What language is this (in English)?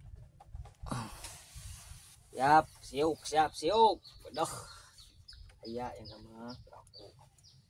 Sundanese